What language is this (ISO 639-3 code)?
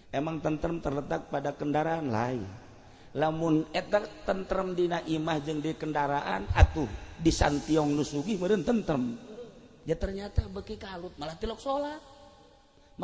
sun